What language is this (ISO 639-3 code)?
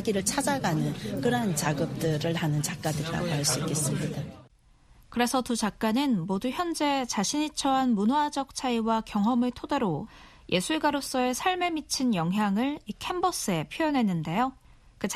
kor